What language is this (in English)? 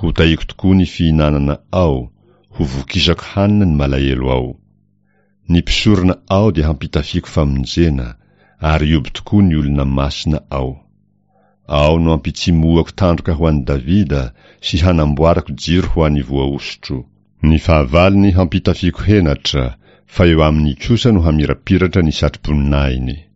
Malagasy